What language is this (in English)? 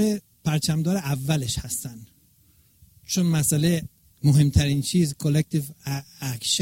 Persian